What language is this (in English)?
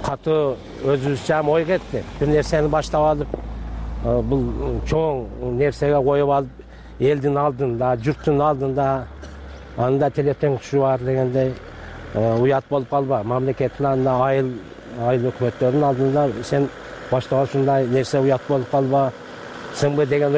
Kyrgyz